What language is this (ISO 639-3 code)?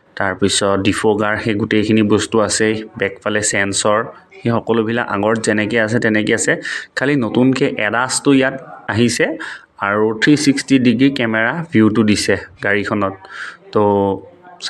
asm